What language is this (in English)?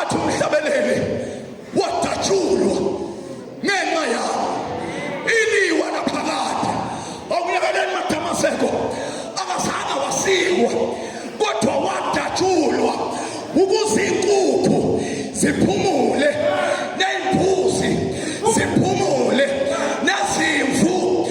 Zulu